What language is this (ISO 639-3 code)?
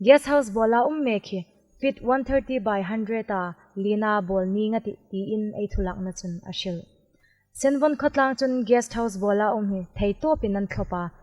hmr